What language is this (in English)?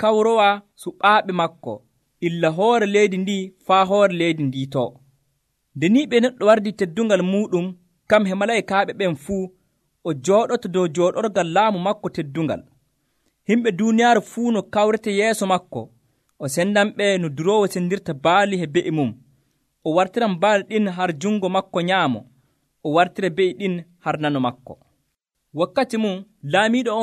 Nigerian Fulfulde